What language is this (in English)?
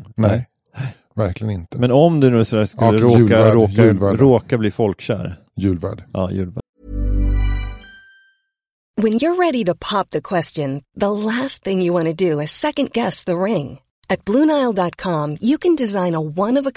Swedish